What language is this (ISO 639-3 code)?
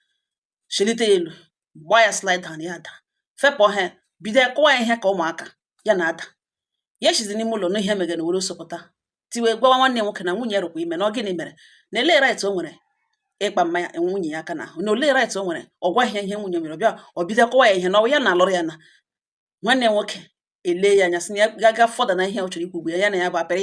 ibo